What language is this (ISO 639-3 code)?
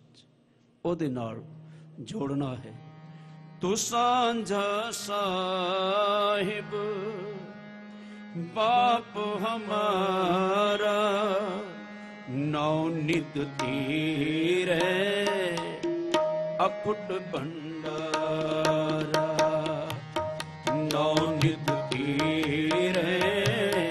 pan